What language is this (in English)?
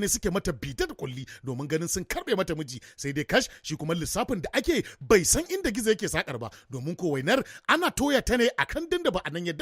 Hausa